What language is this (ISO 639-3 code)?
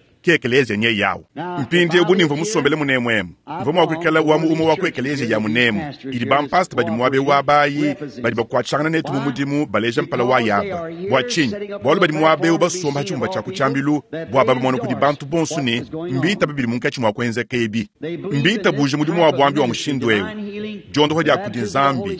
lua